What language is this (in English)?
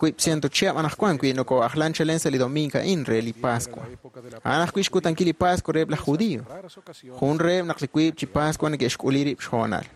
Kekchí